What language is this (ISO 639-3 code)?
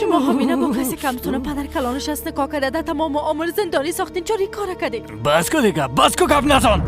fas